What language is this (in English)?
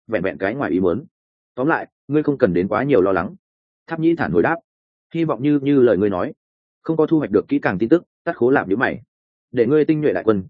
Vietnamese